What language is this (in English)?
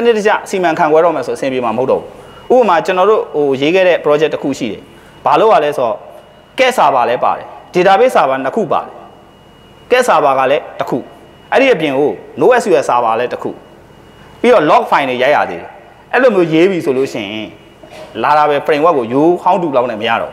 Burmese